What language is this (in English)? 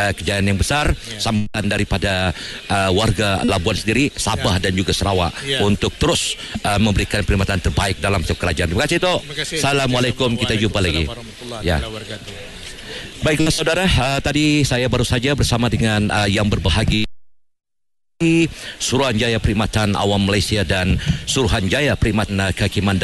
Malay